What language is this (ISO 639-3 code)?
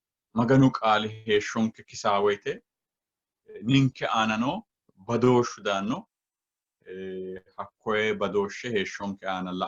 sid